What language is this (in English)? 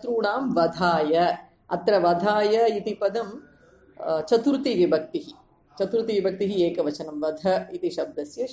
Sanskrit